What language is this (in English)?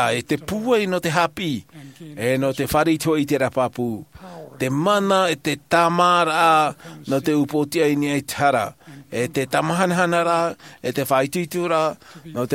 Tahitian